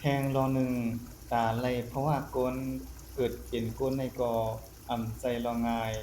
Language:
Shan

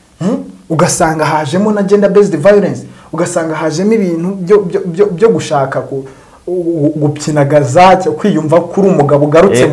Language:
Kinyarwanda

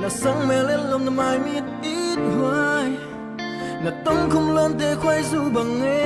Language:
Tedim Chin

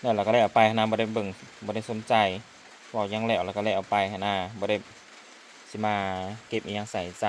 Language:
Northeastern Thai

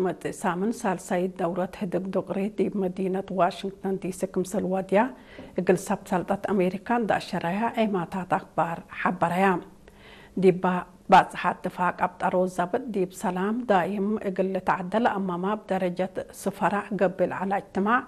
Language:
Tigre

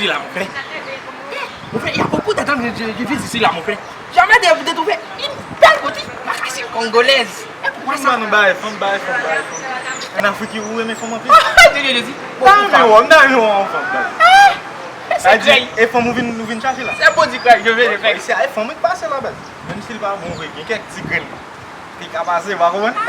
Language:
Haitian Creole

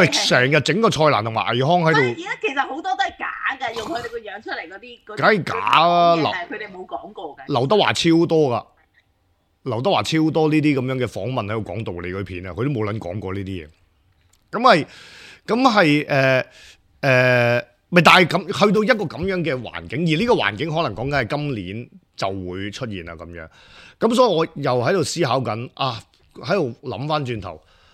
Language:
Cantonese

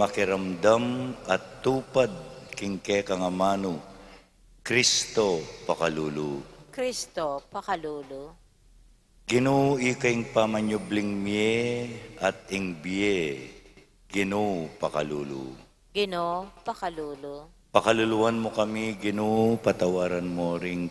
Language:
Pampanga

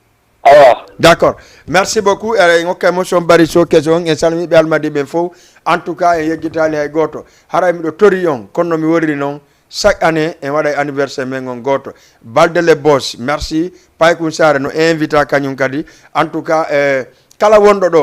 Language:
Fula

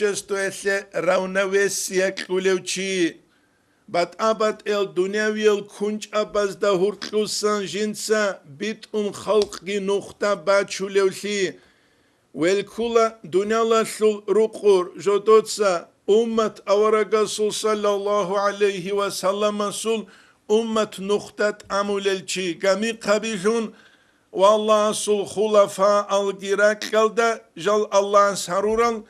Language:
Avaric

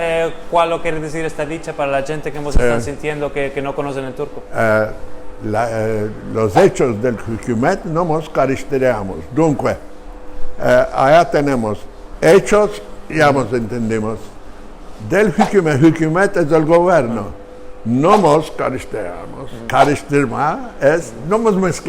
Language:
Ladino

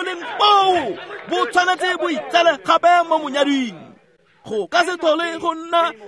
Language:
Tswana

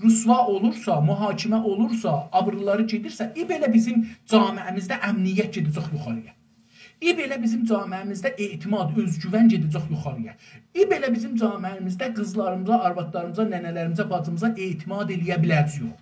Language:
South Azerbaijani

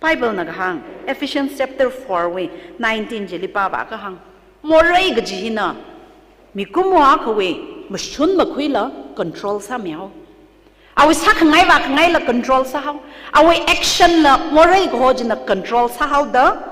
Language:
Tangkhul Naga (India)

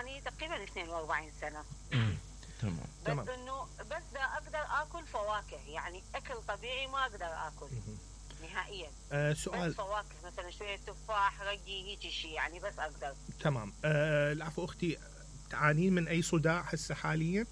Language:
Mesopotamian Arabic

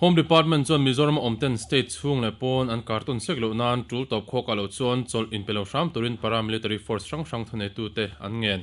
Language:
Mizo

